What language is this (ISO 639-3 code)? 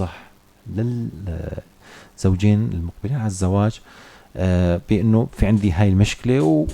apc